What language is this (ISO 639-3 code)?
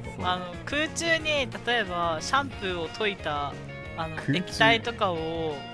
jpn